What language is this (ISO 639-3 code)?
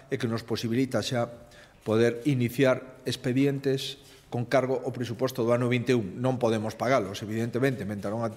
glg